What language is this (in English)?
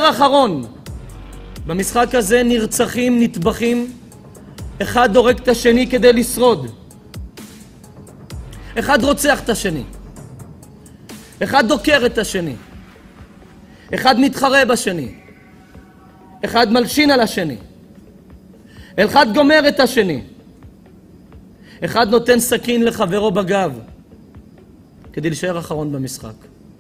Hebrew